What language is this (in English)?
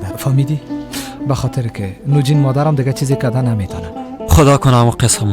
Persian